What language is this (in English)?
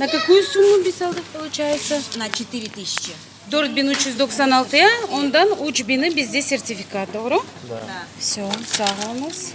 Crimean Tatar